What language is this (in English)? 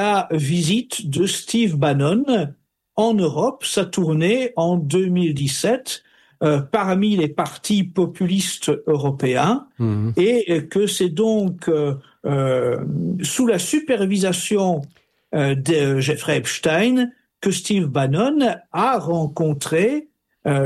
French